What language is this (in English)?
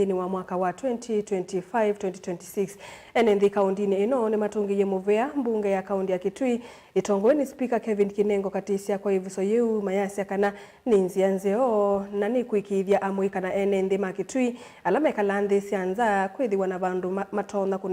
Kamba